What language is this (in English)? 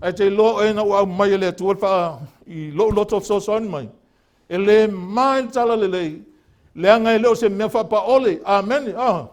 Samoan